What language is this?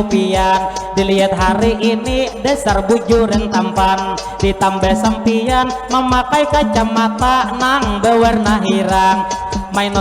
Banjar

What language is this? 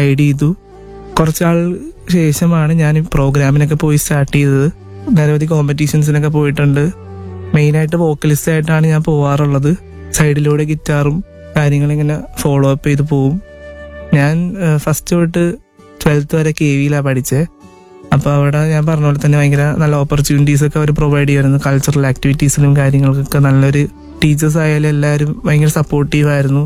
Malayalam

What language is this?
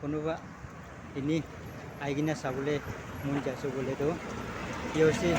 Naga Pidgin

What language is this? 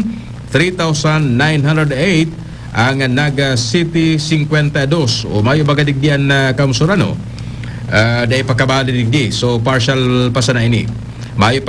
Bikol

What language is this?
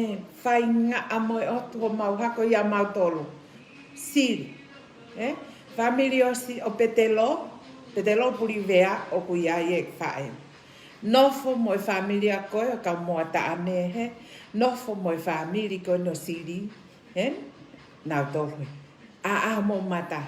Tongan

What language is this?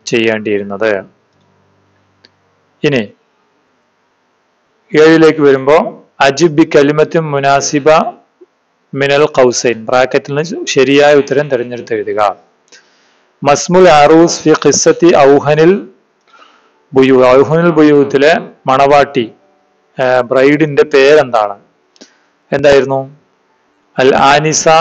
Malayalam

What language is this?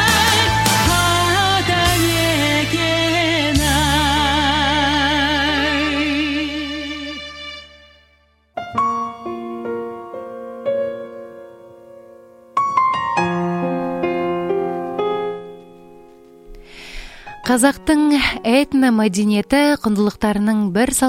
Kazakh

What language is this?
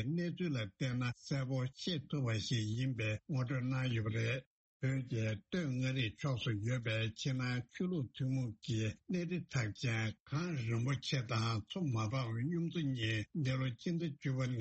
Tibetan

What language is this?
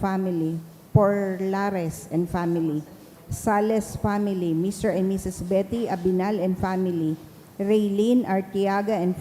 Bikol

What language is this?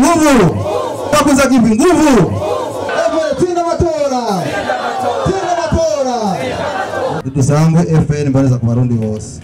Rundi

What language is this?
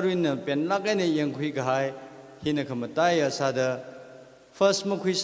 Tangkhul Naga (India)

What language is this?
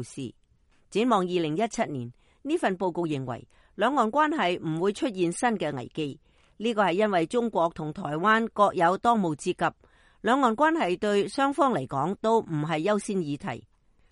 Cantonese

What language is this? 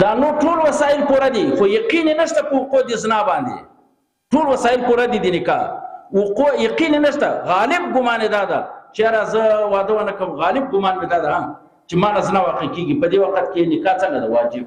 Pashto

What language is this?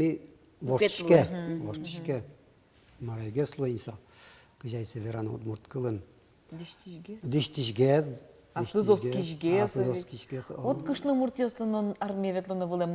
Udmurt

